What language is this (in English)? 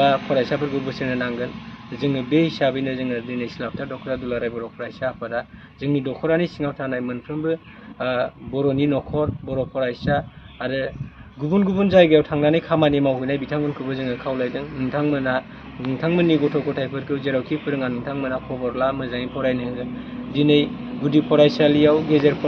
Bodo